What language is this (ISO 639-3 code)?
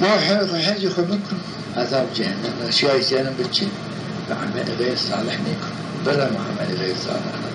zza